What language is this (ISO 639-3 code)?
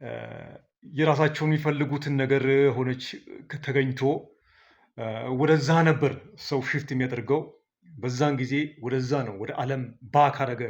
amh